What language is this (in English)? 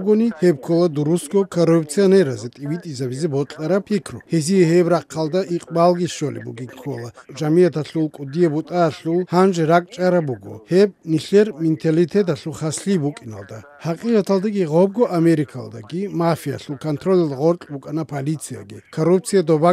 Avaric